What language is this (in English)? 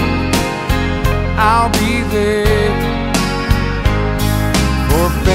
English